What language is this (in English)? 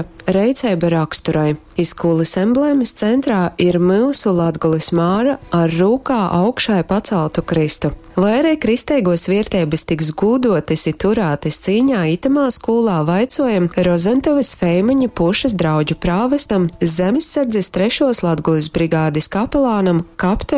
Latgalian